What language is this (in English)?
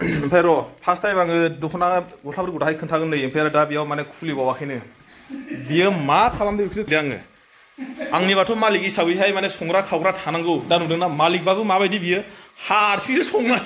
Bodo